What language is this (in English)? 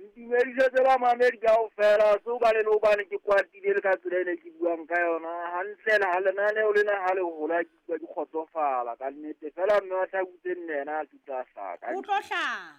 Southern Sotho